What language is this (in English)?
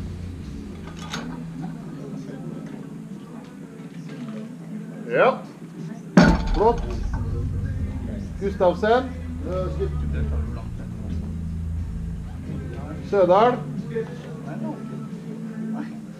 Norwegian